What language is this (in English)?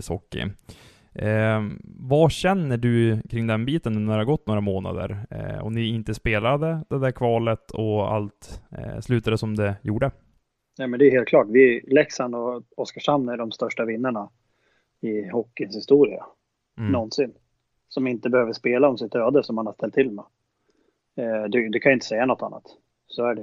Swedish